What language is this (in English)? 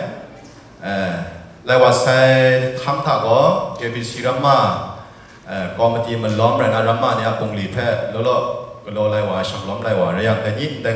Kachin